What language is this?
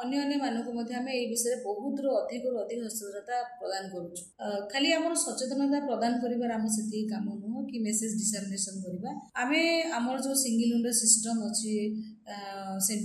Odia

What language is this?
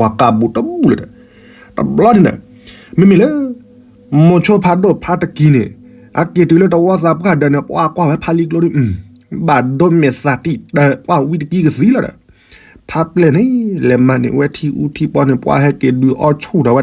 S'gaw Karen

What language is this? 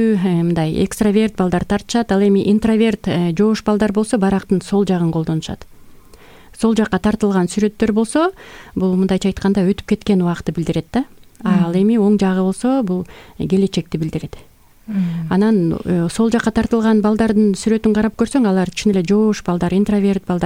Kyrgyz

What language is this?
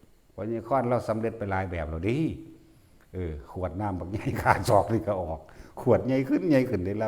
Northeastern Thai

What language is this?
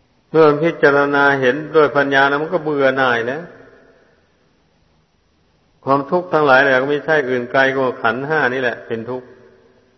Thai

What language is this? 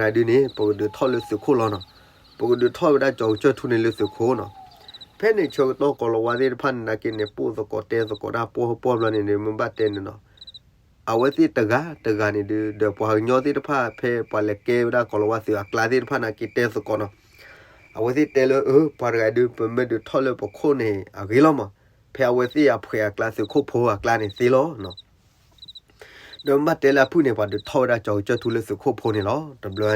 S'gaw Karen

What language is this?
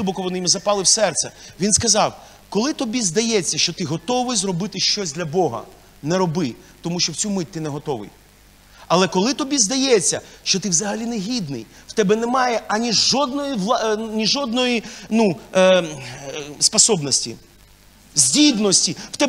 Ukrainian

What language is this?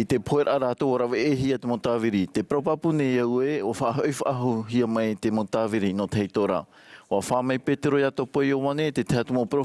Tahitian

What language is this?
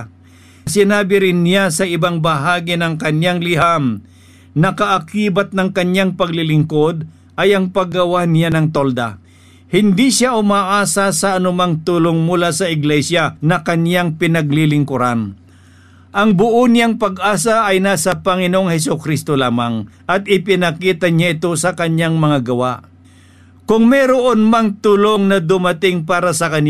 Filipino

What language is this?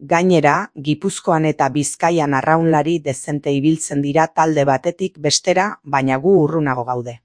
Basque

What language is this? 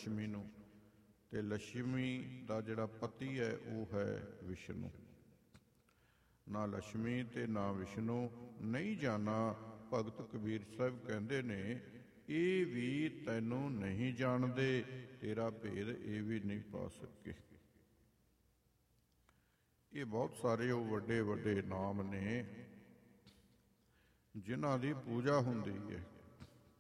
Punjabi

